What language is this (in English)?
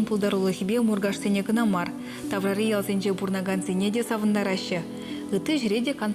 Chuvash